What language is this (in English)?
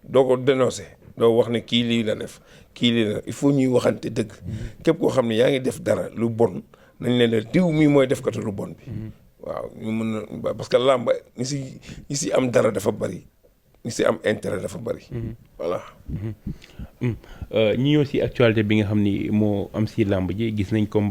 Wolof